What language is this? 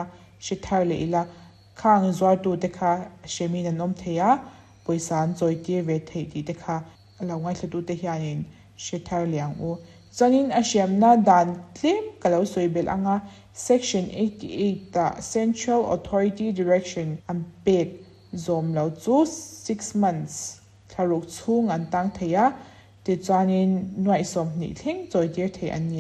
Mizo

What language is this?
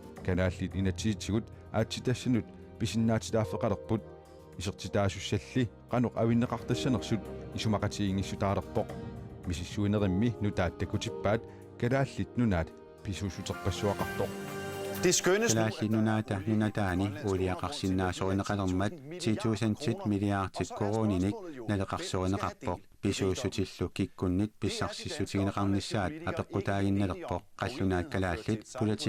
Kalaallisut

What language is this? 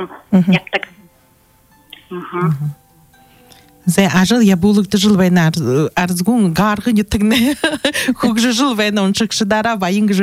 Buriat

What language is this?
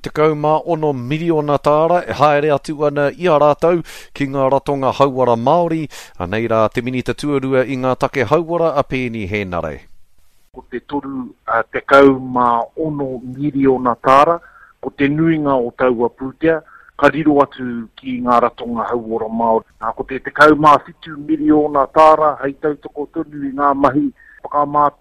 Māori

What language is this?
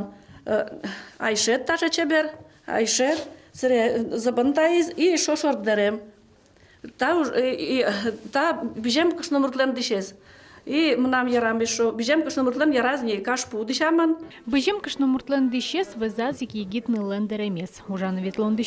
Udmurt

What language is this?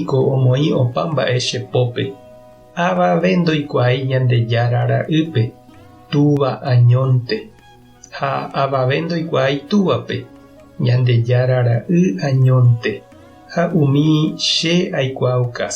Guarani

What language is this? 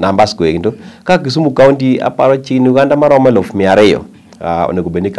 Luo (Kenya and Tanzania)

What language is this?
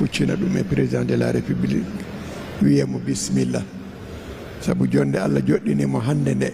Fula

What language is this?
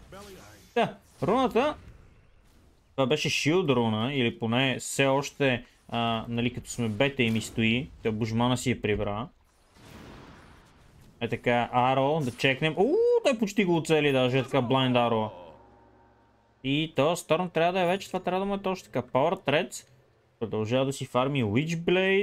Bulgarian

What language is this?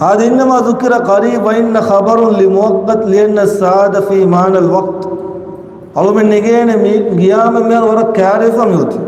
Divehi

